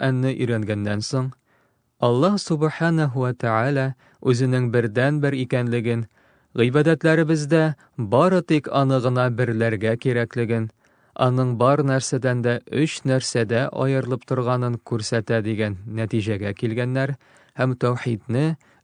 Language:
Tatar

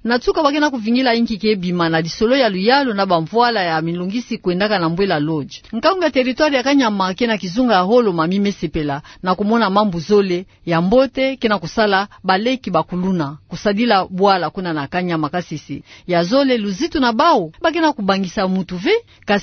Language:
Kituba (Democratic Republic of Congo)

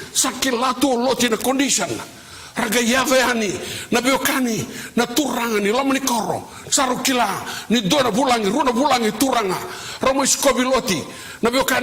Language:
Fijian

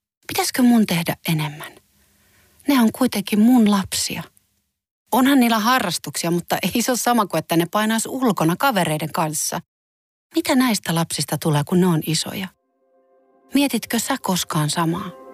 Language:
Finnish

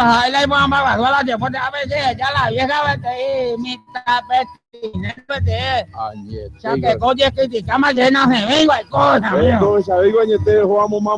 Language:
Guarani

